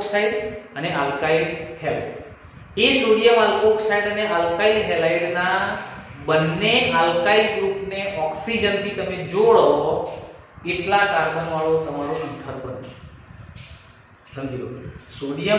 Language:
Gujarati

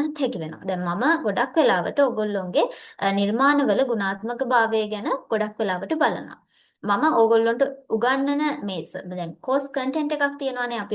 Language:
Sinhala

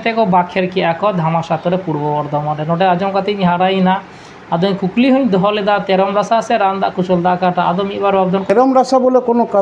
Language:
Santali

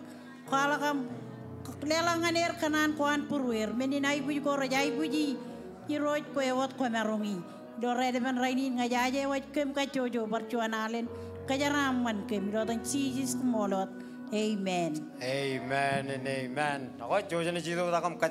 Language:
Marshallese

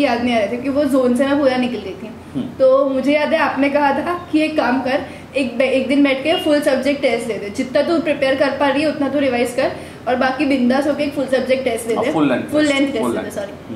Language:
Hindi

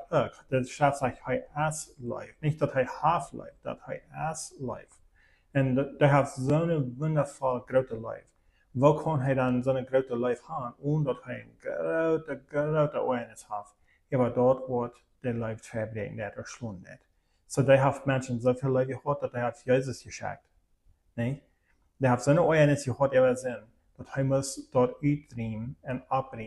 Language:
Plautdietsch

